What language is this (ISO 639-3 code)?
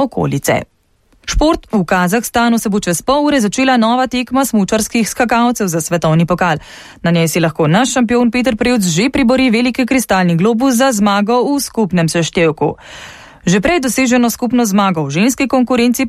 slv